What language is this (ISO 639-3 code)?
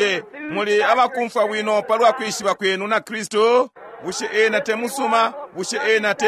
bem